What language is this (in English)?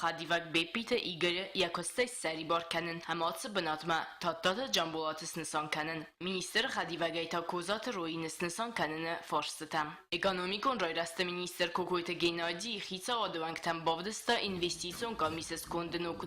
Ossetic